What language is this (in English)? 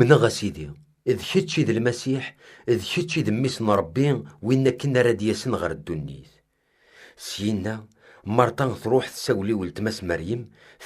Kabyle